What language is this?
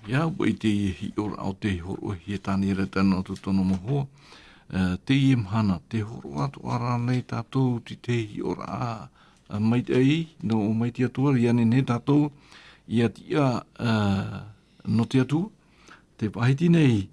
Tahitian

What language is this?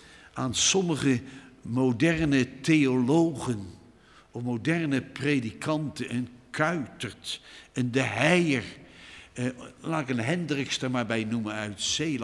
Dutch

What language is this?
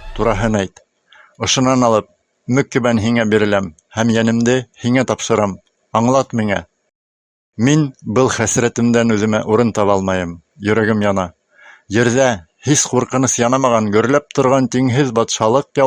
Bashkir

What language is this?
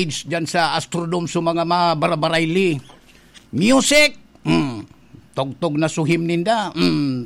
Bikol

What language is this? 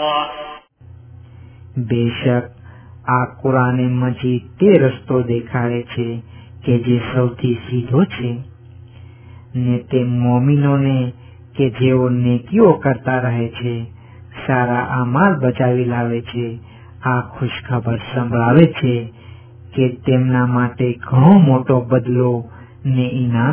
Gujarati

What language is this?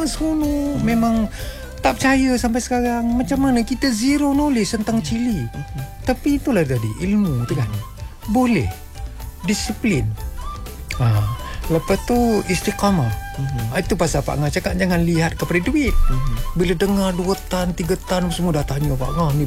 Malay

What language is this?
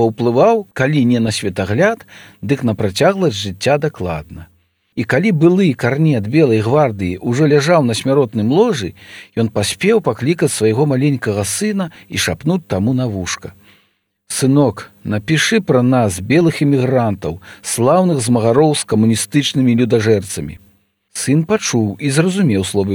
Belarusian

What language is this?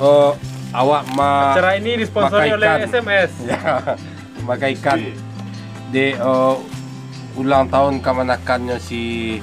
Minangkabau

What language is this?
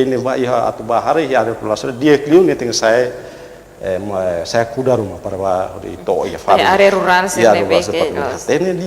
Tetum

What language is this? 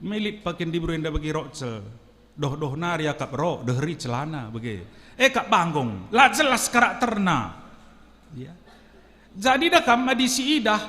Batak Karo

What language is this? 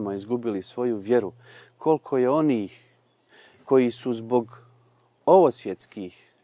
Bosnian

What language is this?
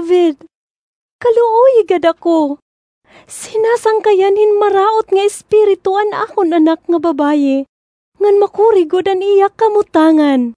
Waray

